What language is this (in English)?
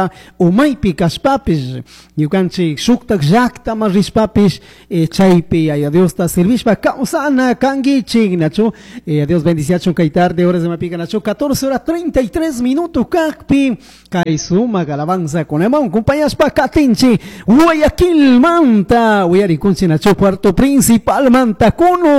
Chimborazo Highland Quichua